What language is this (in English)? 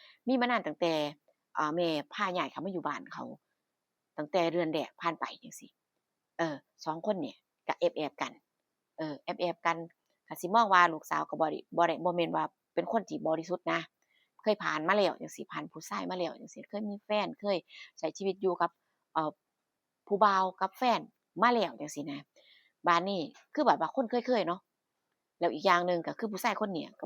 Northeastern Thai